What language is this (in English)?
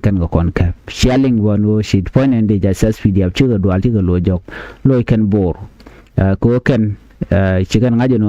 Nuer